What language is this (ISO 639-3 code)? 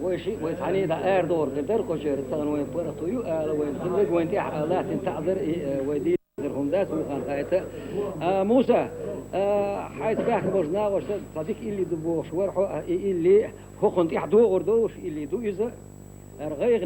che